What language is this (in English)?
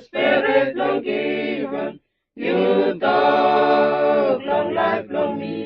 Bislama